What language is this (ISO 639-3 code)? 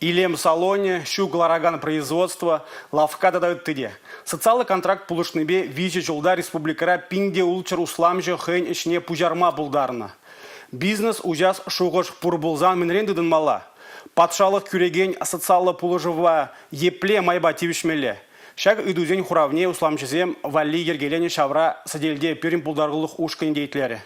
chv